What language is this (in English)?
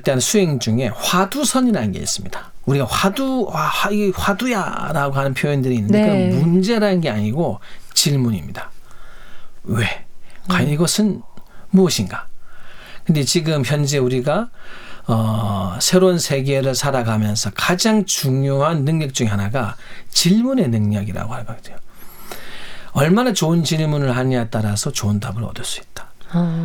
Korean